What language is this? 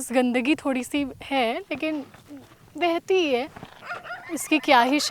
Chhattisgarhi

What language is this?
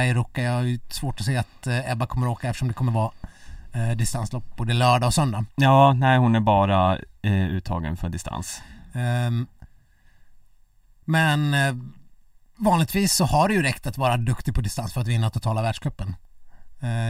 Swedish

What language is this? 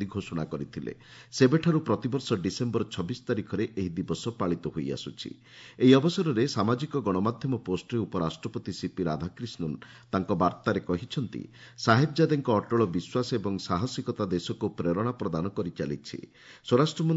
Odia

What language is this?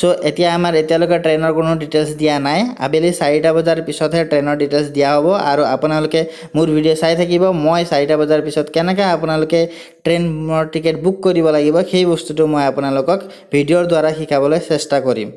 Assamese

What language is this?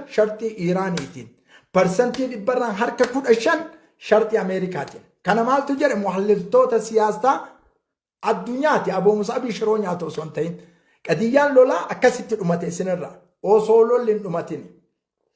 Oromo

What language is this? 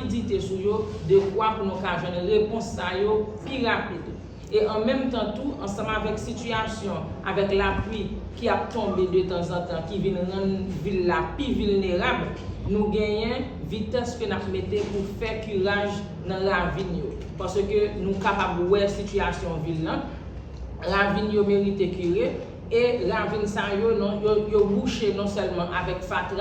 Haitian Creole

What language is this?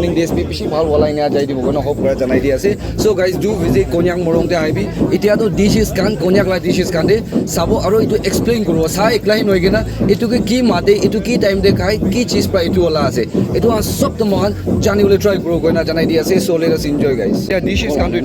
Naga Pidgin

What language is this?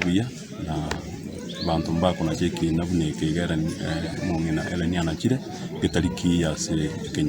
Gusii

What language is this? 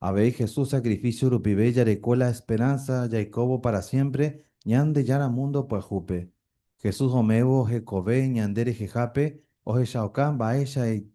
Guarani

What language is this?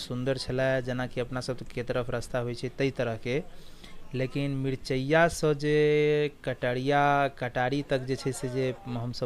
Maithili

